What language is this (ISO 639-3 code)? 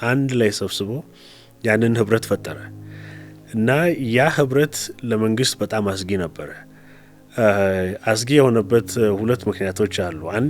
amh